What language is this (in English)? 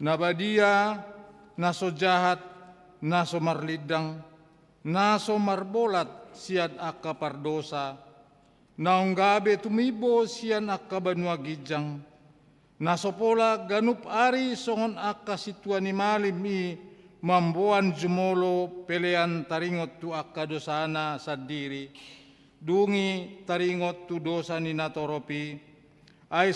Batak Toba